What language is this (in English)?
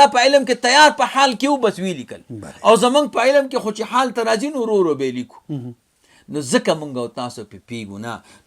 Pashto